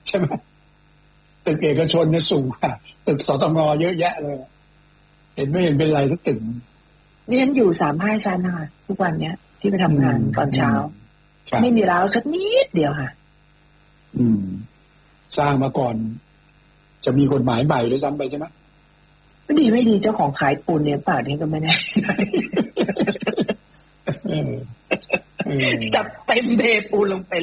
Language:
Thai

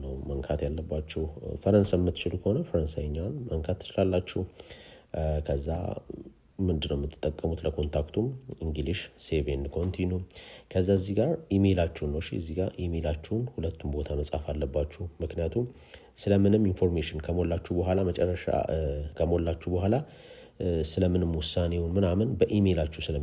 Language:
Amharic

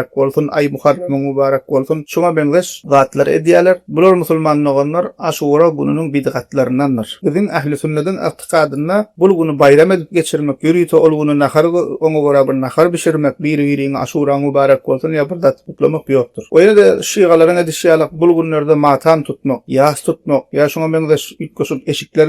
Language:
Turkmen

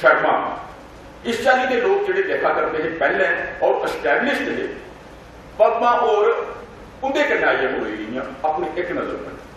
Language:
Dogri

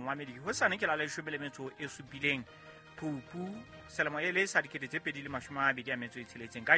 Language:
Southern Sotho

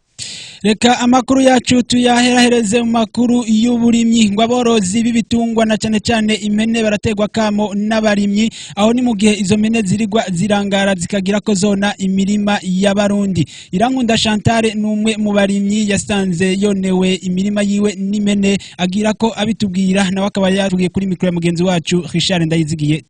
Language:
Rundi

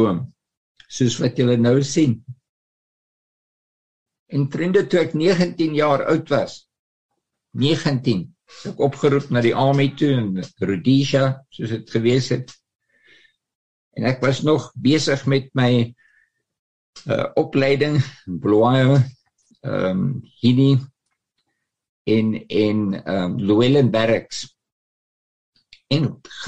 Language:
Afrikaans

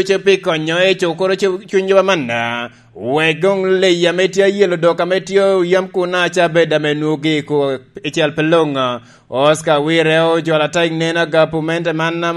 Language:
Lango (Uganda)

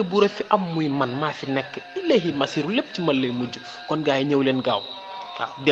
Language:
Wolof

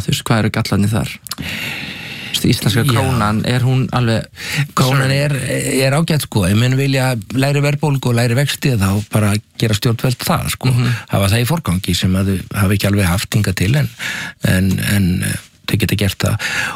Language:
Icelandic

